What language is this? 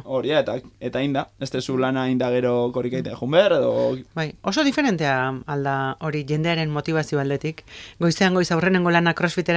Basque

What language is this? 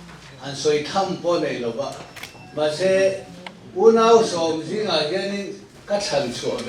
Mizo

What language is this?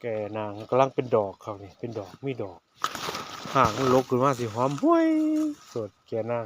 Northeastern Thai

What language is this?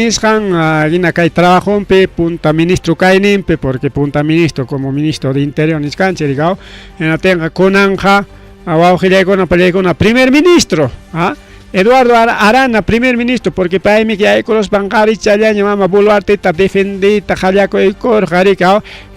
Ayacucho Quechua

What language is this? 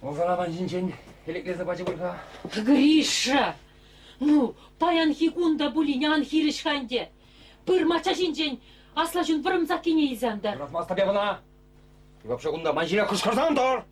Chuvash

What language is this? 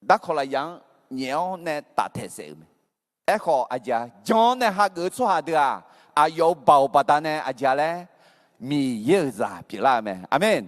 Akha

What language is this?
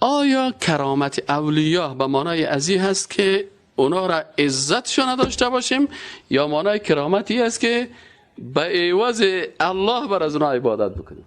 Persian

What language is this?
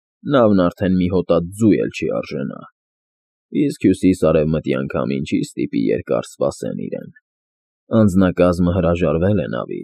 Armenian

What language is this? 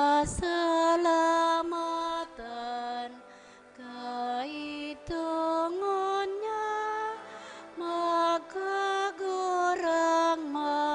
Bikol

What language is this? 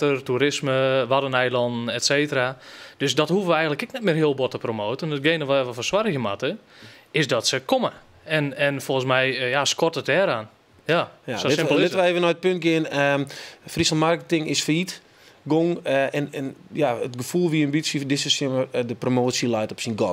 Western Frisian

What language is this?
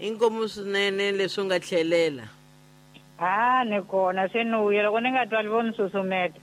Tsonga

